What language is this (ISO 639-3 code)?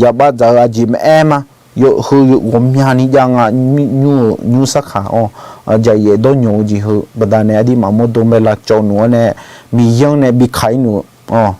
ahk